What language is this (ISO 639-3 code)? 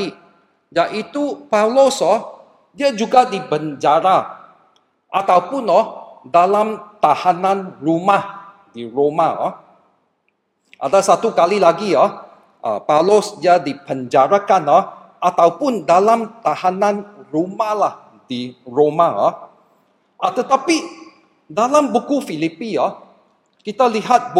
msa